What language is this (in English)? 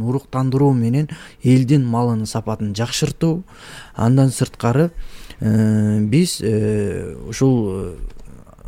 Kyrgyz